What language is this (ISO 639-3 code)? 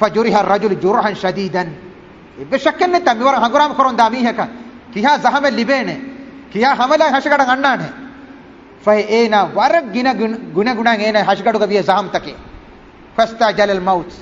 div